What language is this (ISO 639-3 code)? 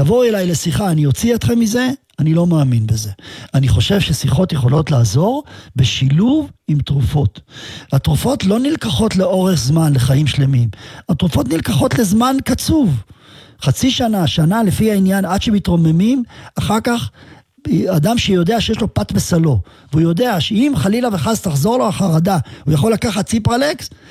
heb